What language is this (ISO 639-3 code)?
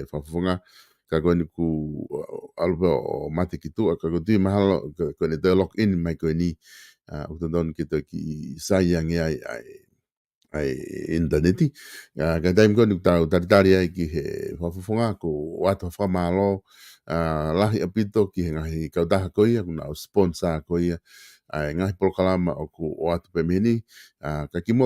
ton